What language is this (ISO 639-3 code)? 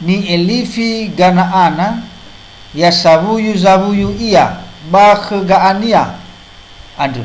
nia